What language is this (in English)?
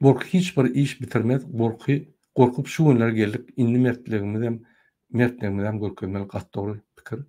Turkmen